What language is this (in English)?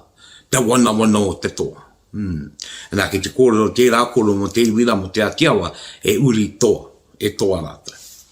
Māori